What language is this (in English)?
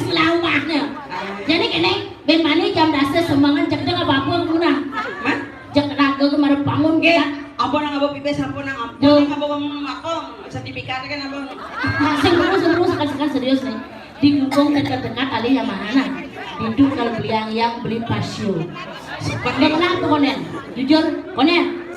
Balinese